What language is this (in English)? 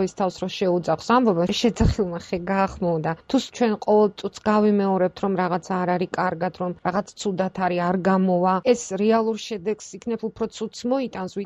Georgian